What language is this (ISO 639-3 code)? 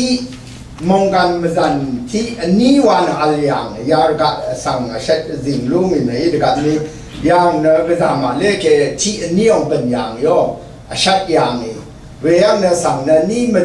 raw